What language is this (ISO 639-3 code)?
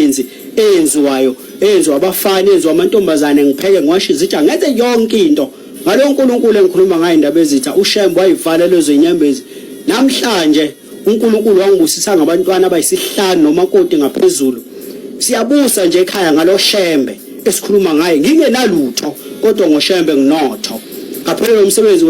zul